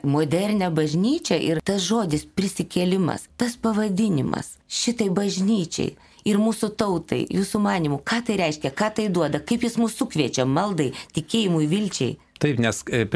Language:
Lithuanian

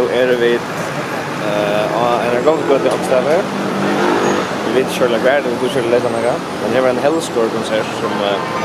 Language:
Faroese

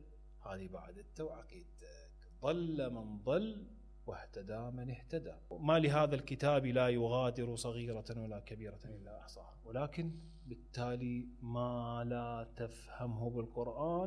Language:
Mesopotamian Arabic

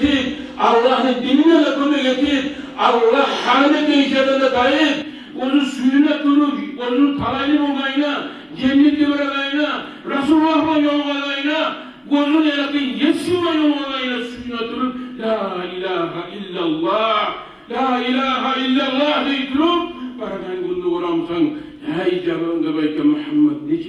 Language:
Kumyk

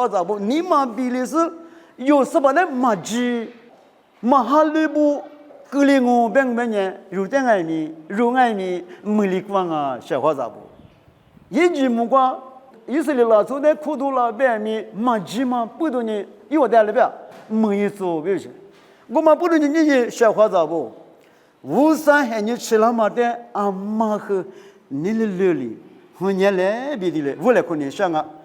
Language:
Lisu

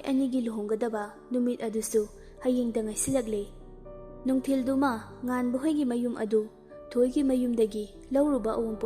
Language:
Manipuri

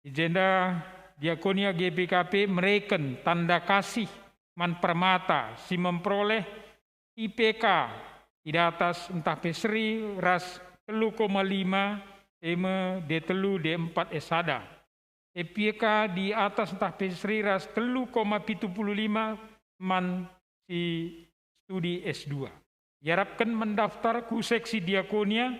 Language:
Batak Karo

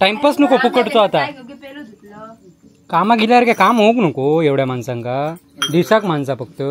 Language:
Konkani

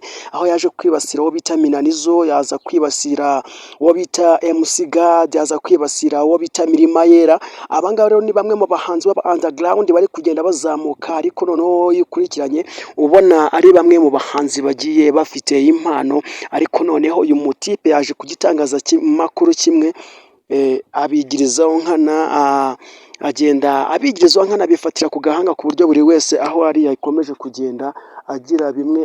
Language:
Kinyarwanda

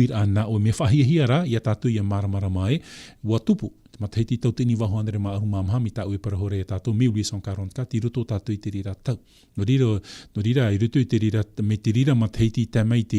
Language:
Tahitian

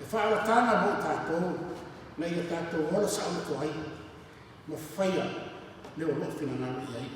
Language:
Samoan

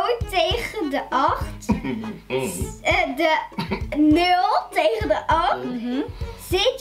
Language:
Dutch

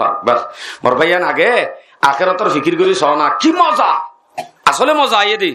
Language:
Rohingya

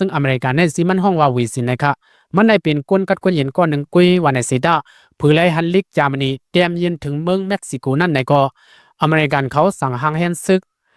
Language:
Lao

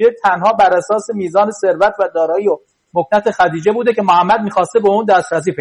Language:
Persian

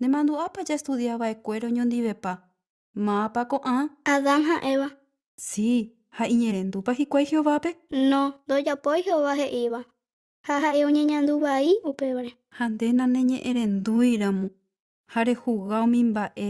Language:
Guarani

